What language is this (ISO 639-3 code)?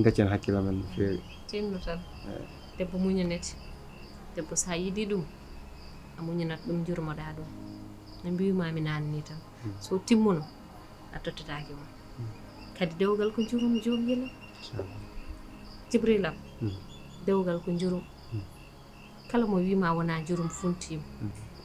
ful